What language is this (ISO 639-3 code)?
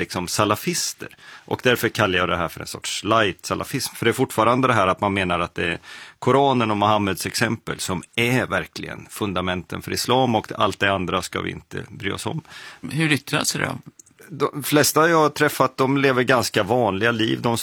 swe